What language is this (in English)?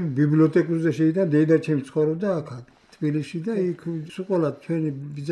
Georgian